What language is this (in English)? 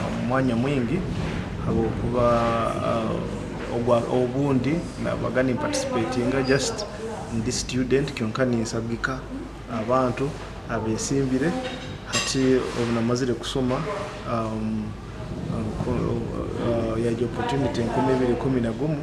Nyoro